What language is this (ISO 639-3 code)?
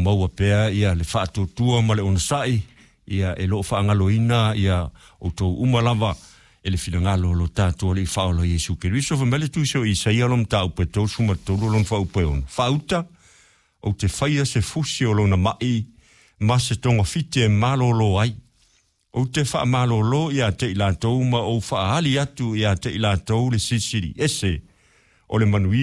smo